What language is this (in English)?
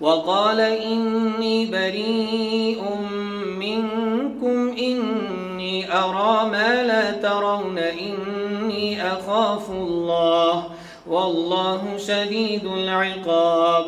Persian